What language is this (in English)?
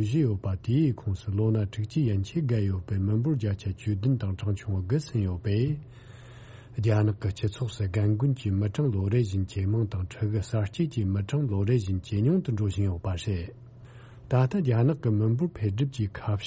Tibetan